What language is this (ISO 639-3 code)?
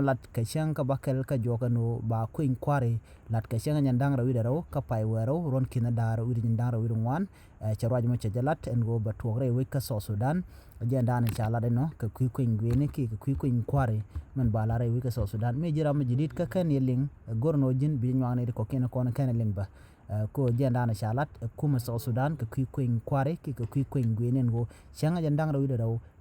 nus